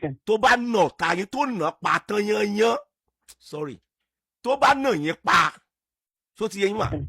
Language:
Yoruba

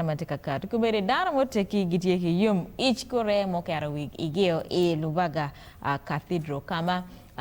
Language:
Acoli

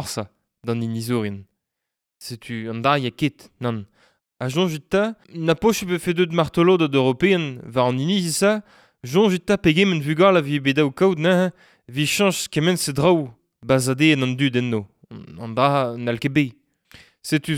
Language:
Breton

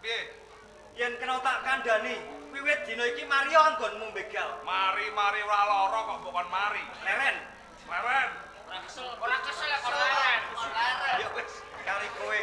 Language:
Javanese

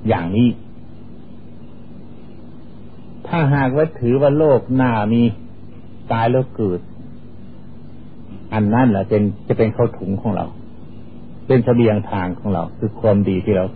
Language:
Thai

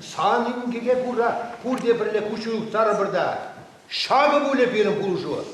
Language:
Chuvash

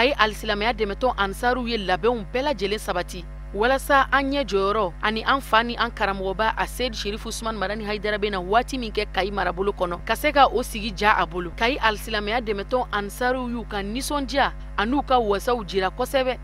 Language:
Bambara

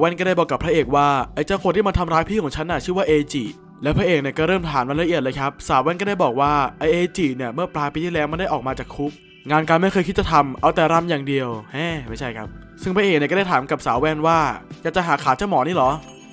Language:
Thai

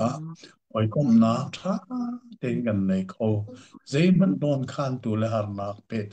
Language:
Hakha Chin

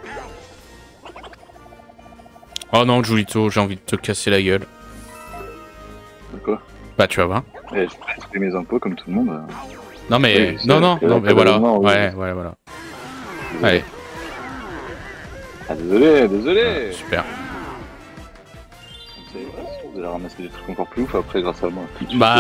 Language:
French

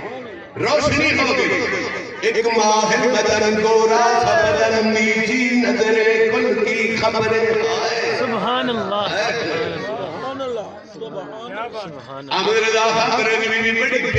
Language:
Saraiki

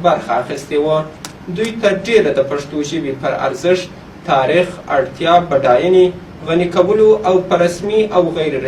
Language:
Pashto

